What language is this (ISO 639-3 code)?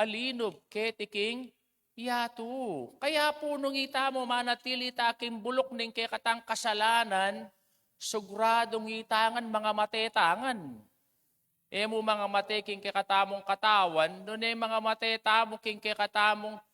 pam